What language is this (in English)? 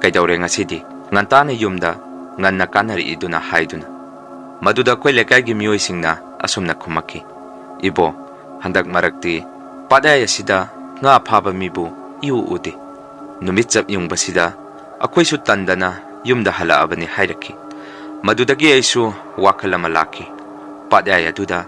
Manipuri